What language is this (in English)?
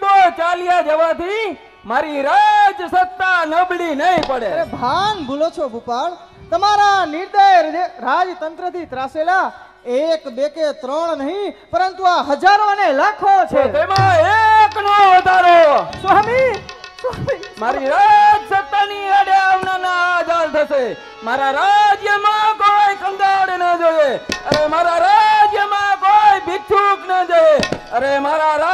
Gujarati